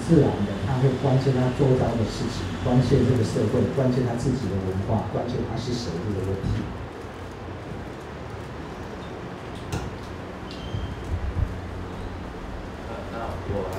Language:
Chinese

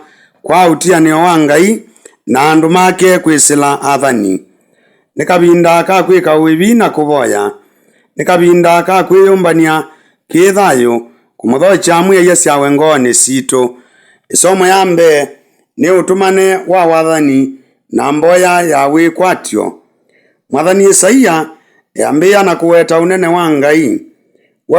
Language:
Kamba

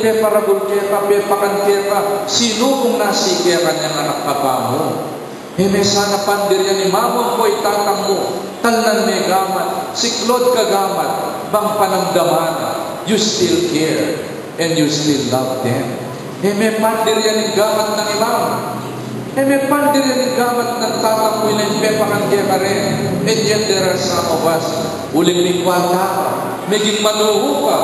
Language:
Pampanga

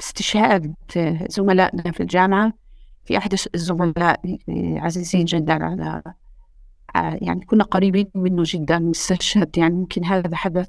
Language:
North Levantine Arabic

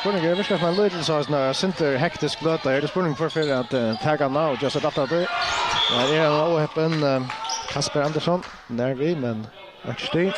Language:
Faroese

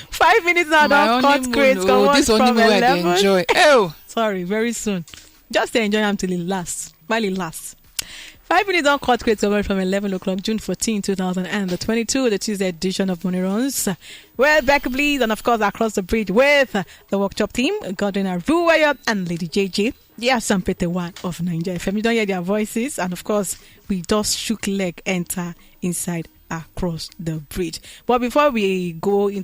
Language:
Nigerian Pidgin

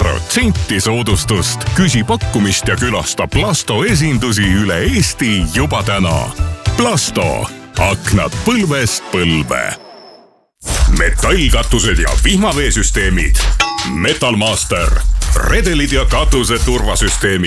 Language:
Estonian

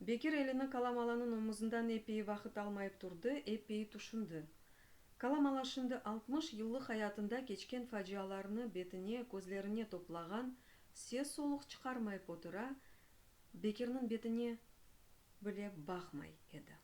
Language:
Crimean Tatar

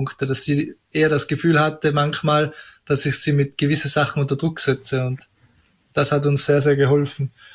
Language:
German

